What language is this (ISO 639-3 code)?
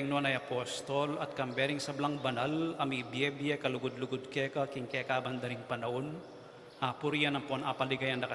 pam